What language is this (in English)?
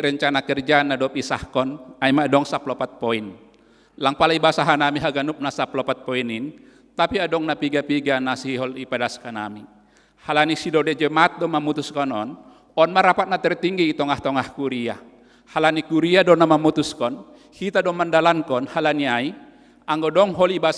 Batak Simalungun